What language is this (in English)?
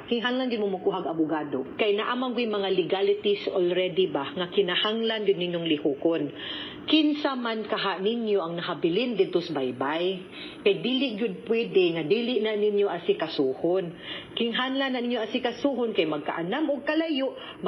Cebuano